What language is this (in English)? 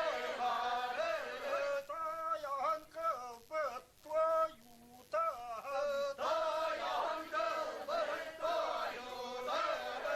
Yakut